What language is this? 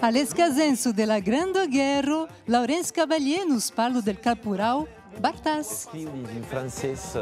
Occitan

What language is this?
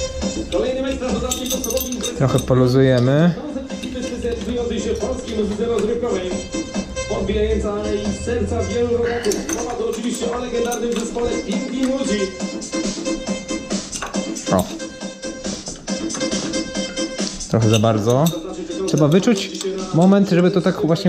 Polish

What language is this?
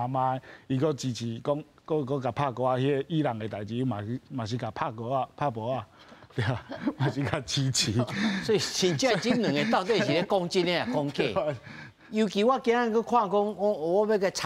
Min Nan Chinese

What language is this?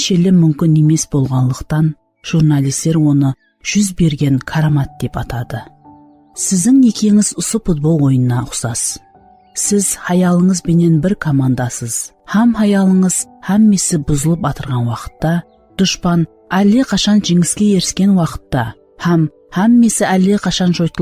Kara-Kalpak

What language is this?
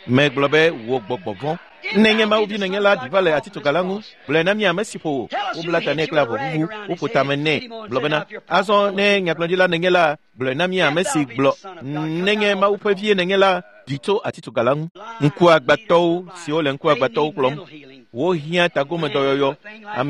Ewe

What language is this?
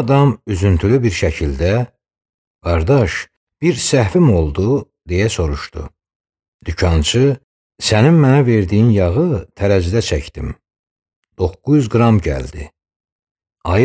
Azerbaijani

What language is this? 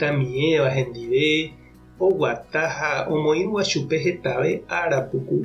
Guarani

